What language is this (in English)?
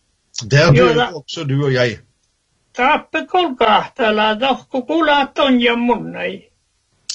Norwegian